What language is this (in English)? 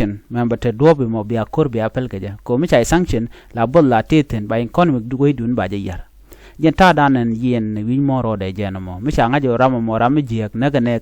Nuer